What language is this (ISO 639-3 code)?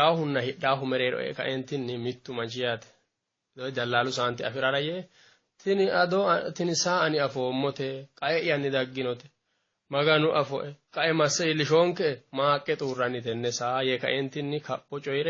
sid